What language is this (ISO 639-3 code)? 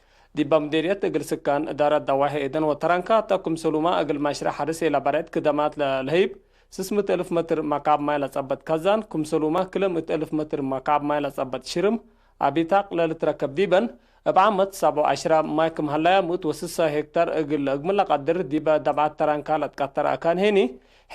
tig